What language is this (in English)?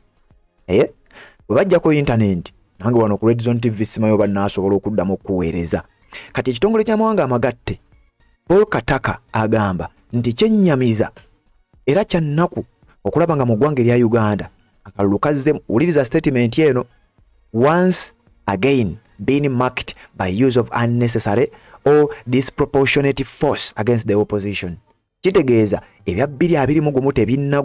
Ganda